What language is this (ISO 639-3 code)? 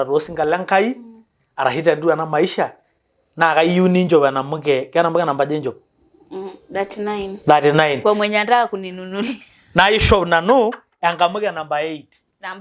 mas